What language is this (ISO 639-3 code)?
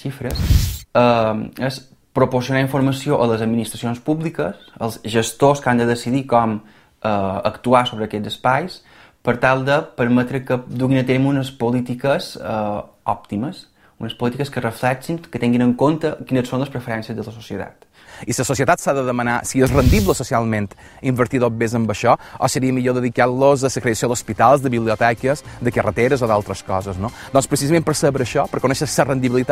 cat